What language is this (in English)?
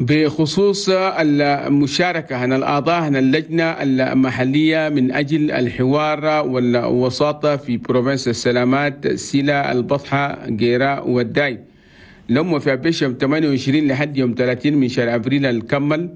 Chadian Arabic